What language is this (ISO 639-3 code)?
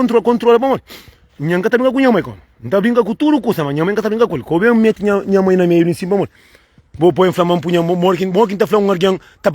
kea